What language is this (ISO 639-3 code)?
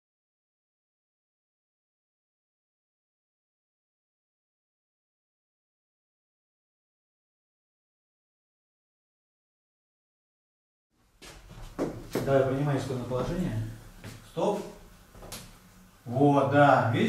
rus